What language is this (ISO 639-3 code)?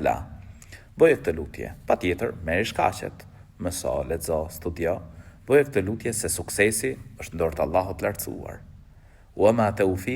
sqi